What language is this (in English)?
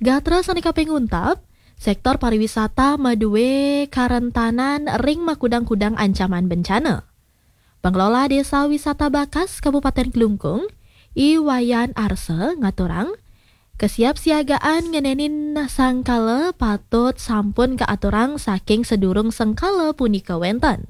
Balinese